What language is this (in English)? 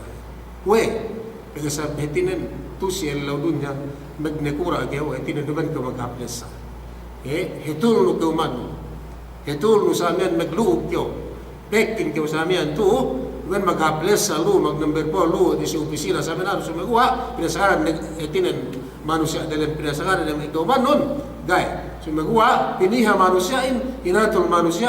Yakan